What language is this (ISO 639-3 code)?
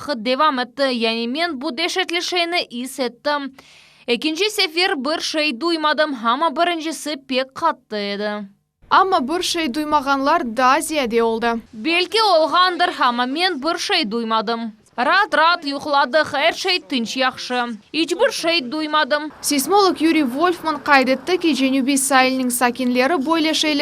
crh